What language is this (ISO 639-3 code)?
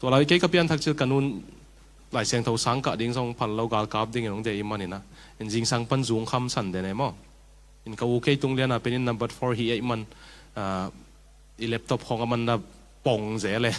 ctd